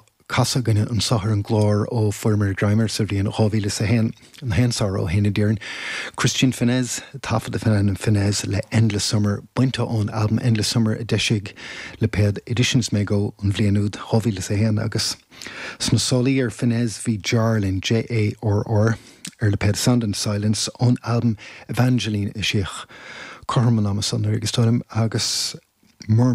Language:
Irish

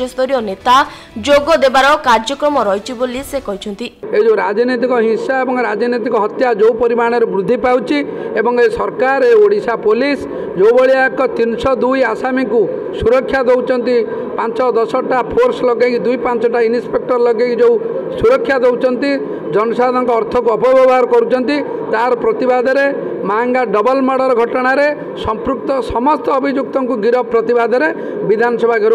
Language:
Odia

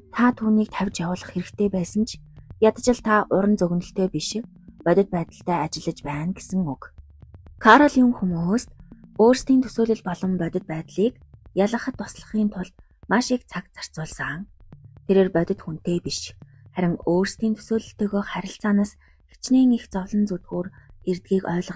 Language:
Mongolian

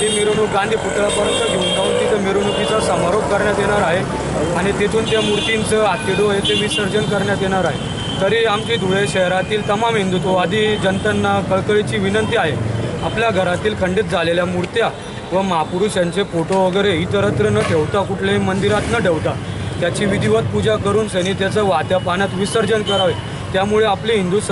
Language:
Marathi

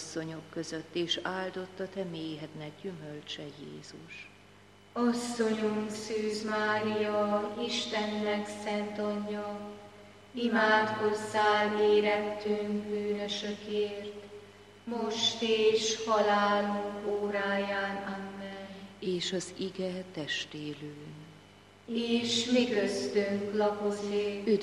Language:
Hungarian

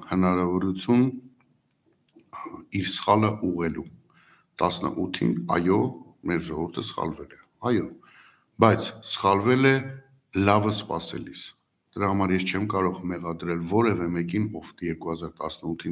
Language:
Armenian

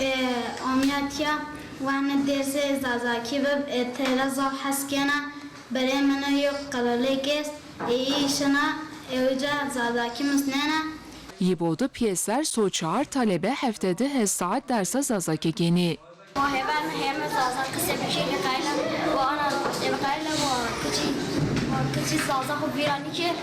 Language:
Zaza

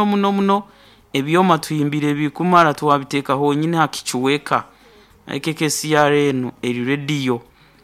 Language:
Nyoro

